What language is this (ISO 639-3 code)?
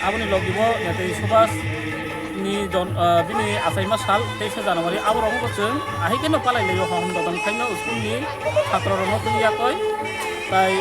trp